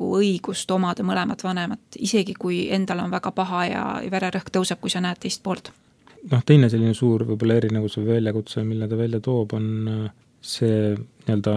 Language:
Estonian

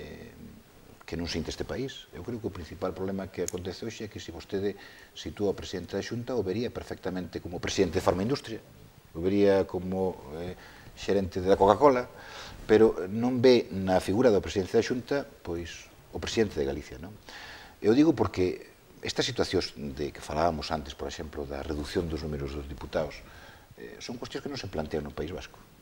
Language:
Galician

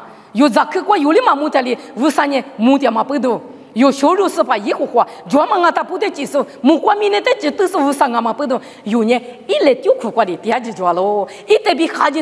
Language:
Lisu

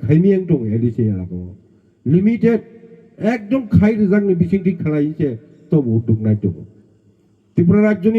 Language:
Kok Borok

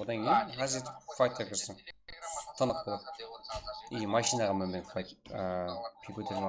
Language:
Kara-Kalpak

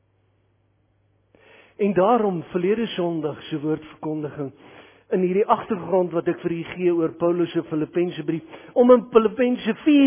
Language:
Afrikaans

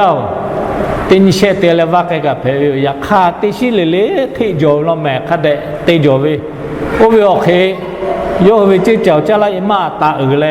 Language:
Lahu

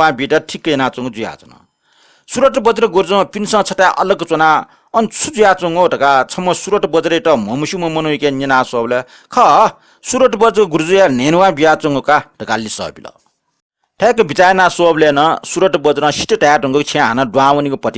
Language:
Newari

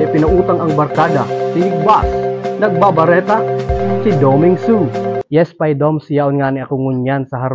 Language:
Bikol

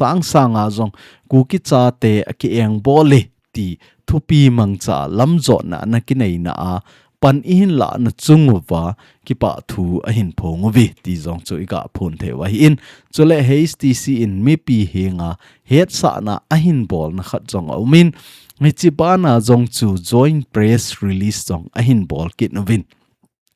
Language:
Thado Chin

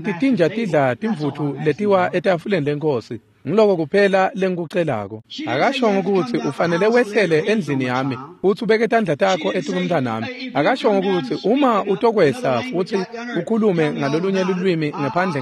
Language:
Swati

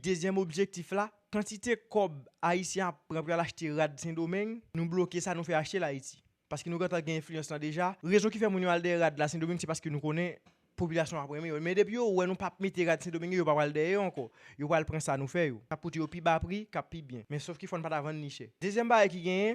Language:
Haitian Creole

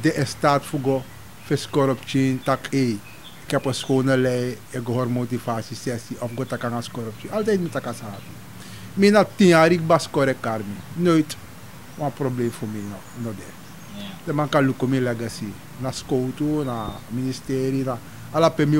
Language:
Sranan Tongo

